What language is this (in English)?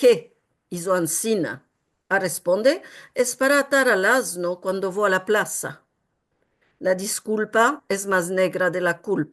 Ladino